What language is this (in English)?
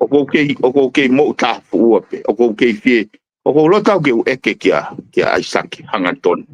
Tongan